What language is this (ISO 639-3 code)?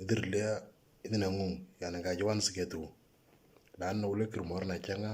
mor